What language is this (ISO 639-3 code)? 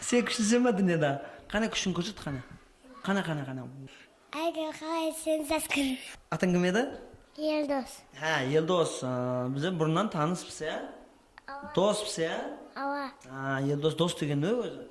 kaa